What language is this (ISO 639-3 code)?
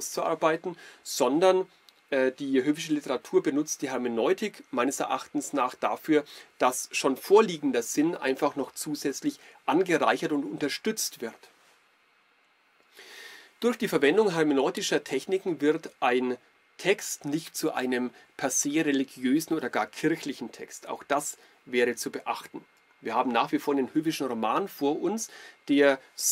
deu